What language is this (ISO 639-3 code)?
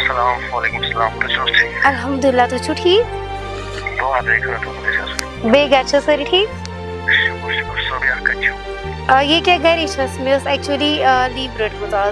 kas